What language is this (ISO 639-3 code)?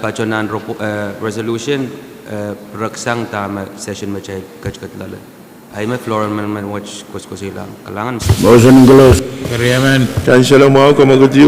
pon